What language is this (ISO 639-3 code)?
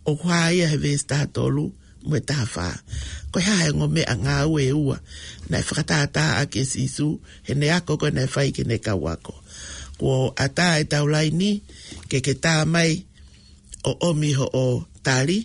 ton